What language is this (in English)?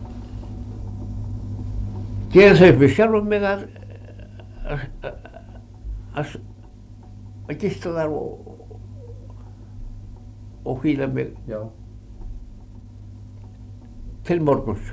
Icelandic